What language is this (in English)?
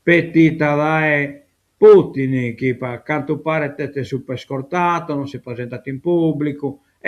Sardinian